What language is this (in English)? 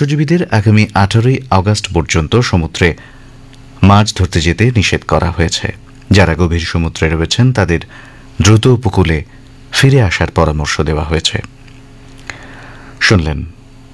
Bangla